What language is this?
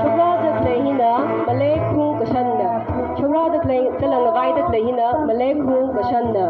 Tangkhul Naga (India)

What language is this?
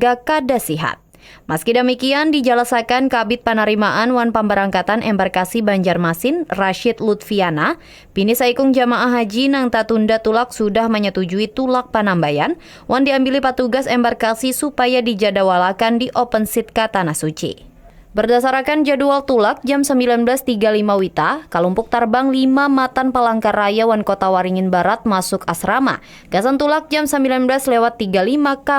Banjar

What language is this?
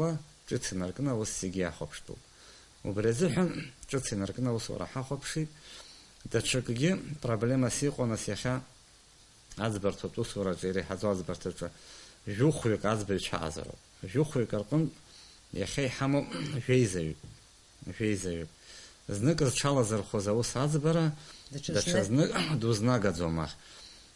Abkhazian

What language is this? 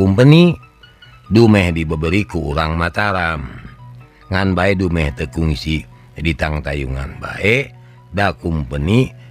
Sundanese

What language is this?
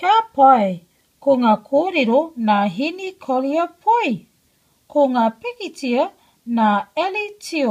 Māori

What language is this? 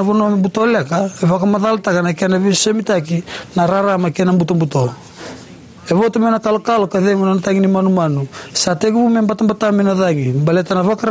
Fijian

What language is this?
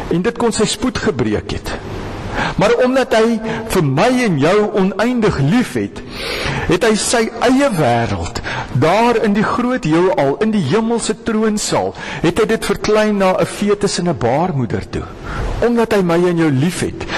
Afrikaans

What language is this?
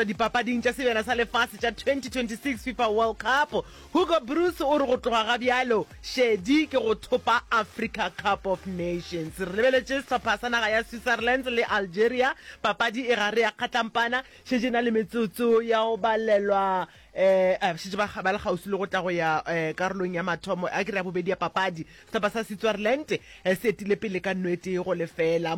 Northern Sotho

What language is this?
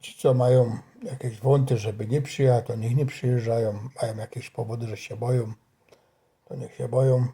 Silesian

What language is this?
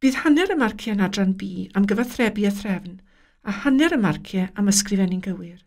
Welsh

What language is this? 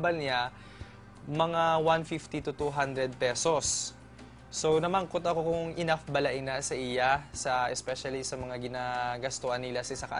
Hiligaynon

